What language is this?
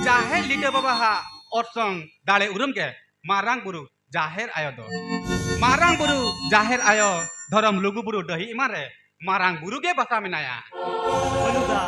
Santali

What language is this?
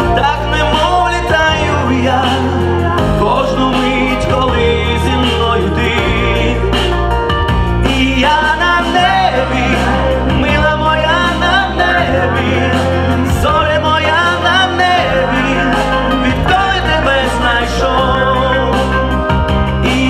Ukrainian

